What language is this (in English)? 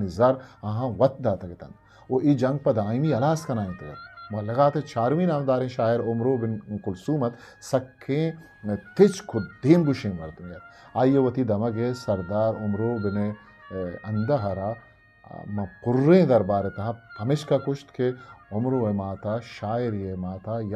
Eastern Balochi